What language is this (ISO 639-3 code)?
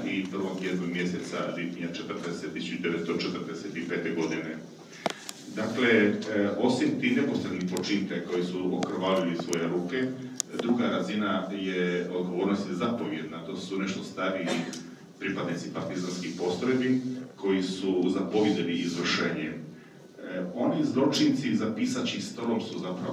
hrv